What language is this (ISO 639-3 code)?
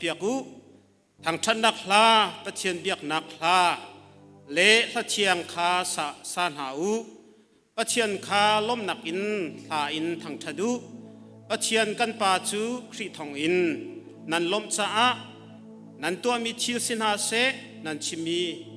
cnh